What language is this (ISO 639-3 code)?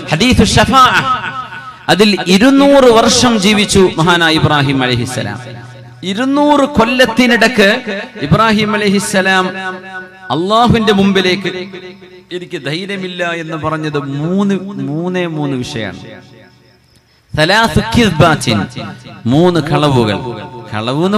mal